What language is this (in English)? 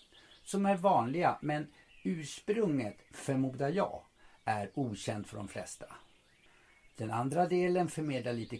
Swedish